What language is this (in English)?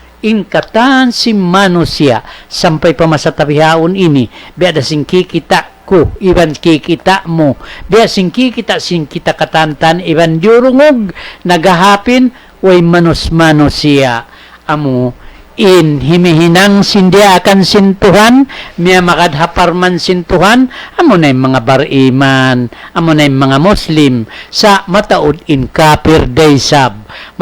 Tausug